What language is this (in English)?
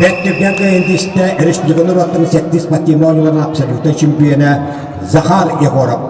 Yakut